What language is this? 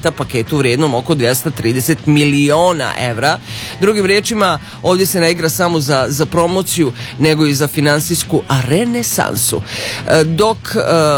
Serbian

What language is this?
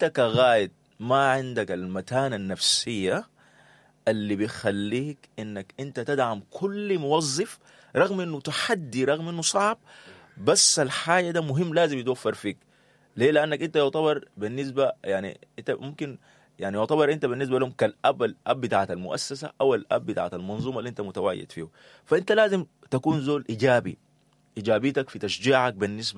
Sudanese Arabic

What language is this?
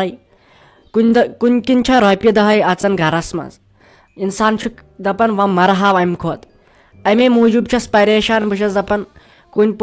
Kashmiri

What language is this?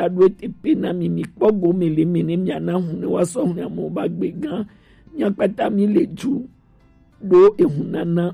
Gen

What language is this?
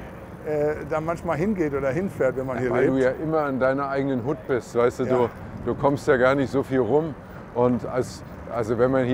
German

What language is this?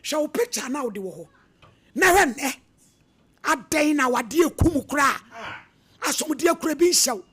Akan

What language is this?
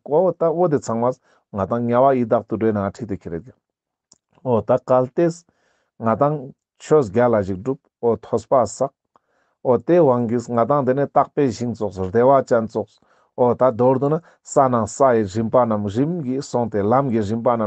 Ladakhi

